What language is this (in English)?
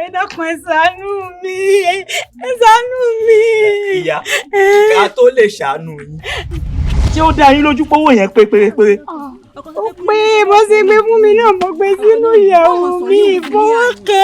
Yoruba